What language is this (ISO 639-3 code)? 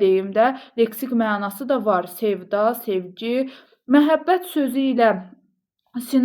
aze